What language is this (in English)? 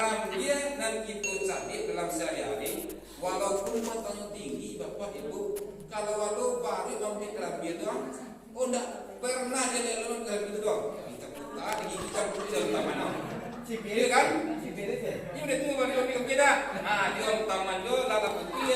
Minangkabau